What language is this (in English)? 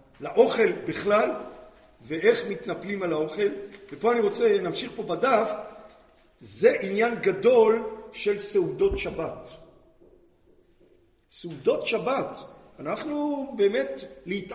Hebrew